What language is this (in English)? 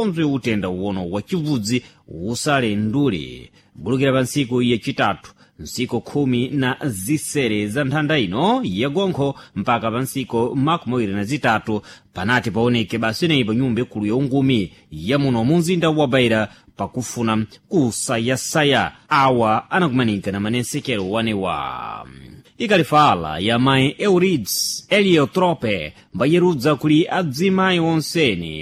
Sena